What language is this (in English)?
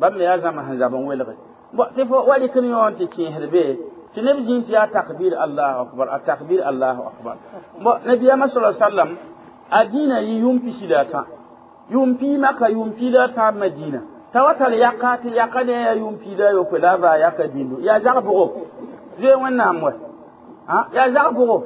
Mossi